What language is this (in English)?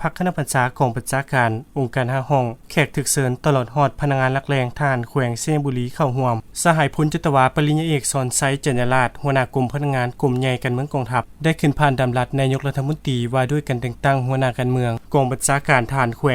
Lao